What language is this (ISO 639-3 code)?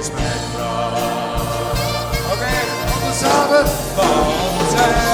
fry